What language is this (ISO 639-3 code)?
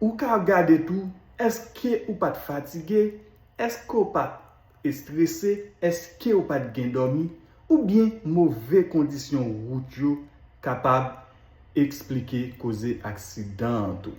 hat